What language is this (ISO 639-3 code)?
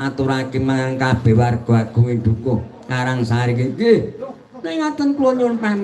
jav